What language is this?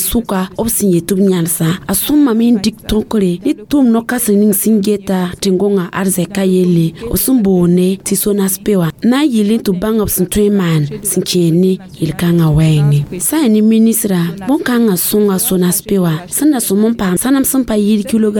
Mossi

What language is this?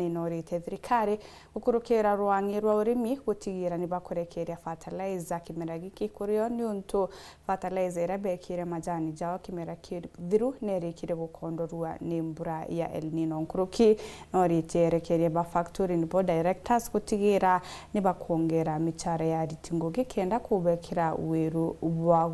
Meru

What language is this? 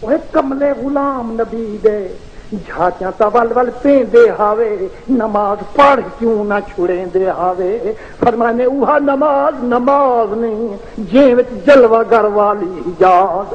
Saraiki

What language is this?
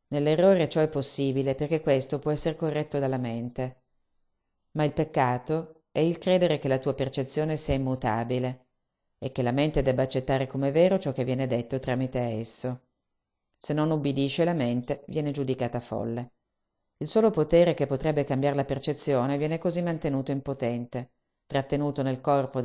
Italian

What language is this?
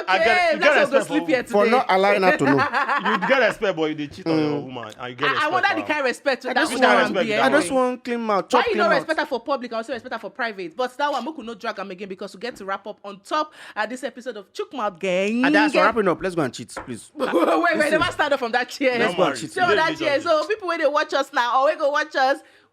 Nigerian Pidgin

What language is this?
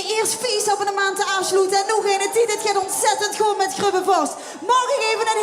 Limburgish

